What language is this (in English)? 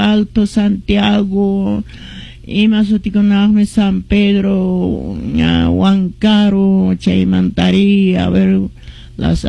Quechua